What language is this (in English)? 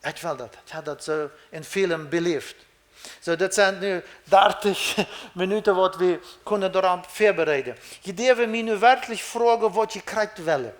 Plautdietsch